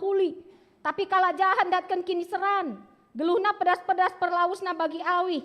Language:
Batak Karo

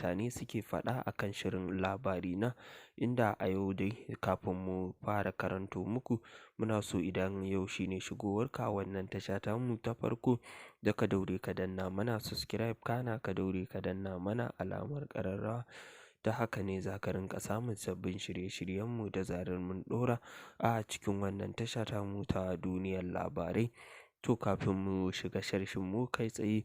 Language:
Hausa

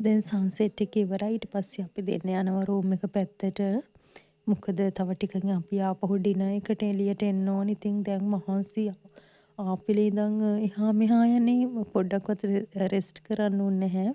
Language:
Sinhala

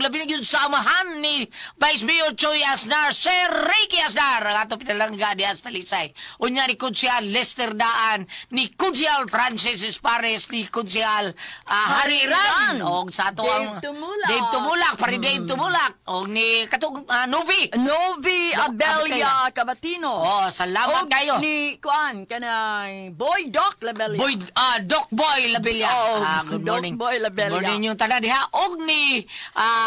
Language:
Cebuano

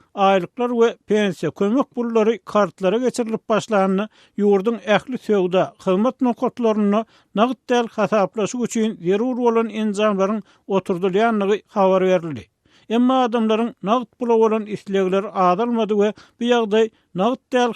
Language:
Turkmen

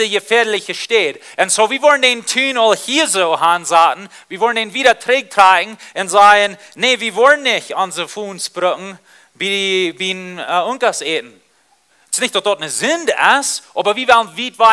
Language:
Plautdietsch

